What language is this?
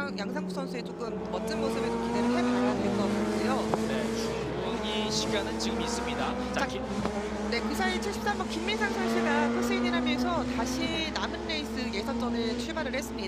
Korean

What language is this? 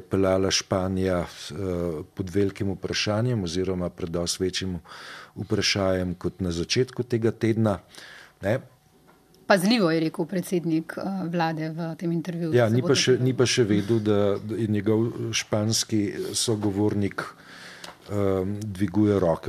Slovenian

